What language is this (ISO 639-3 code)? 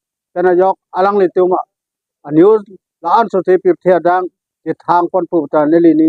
mjw